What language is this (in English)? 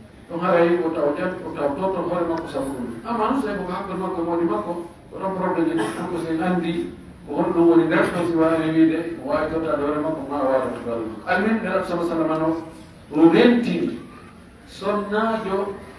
Fula